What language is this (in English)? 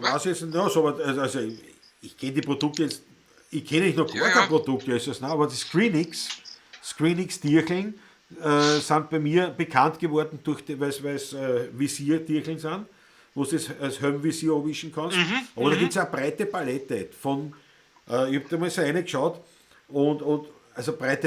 Bavarian